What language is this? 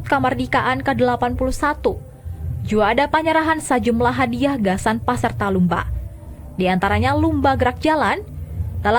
Banjar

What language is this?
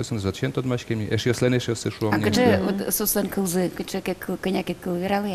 Udmurt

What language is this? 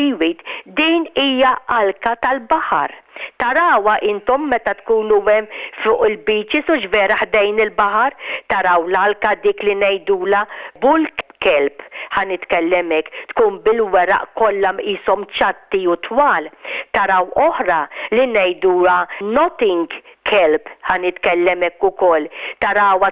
Maltese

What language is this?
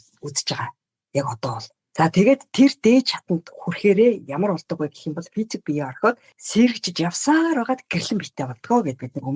Mongolian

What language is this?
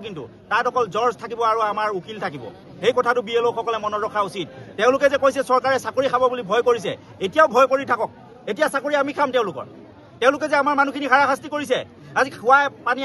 Assamese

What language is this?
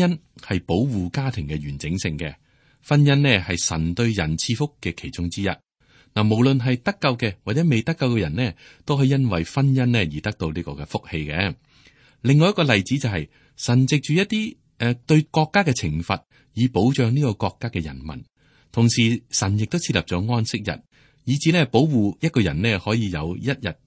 Cantonese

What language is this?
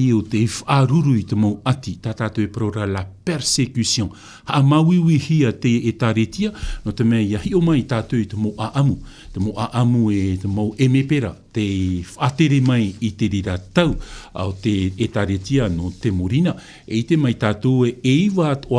Tahitian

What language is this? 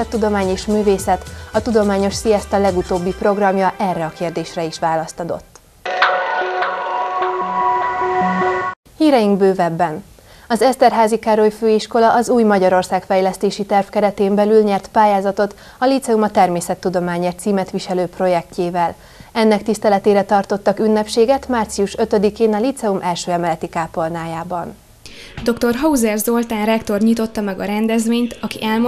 Hungarian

